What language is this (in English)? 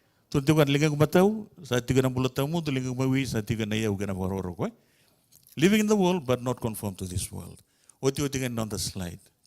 Fijian